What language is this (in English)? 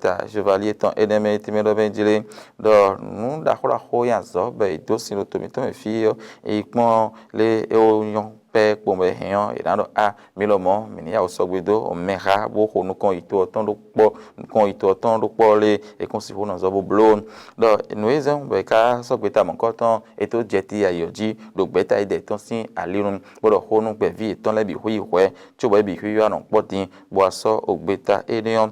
Fon